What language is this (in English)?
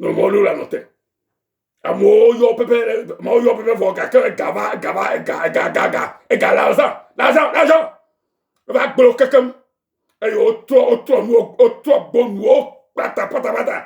Ewe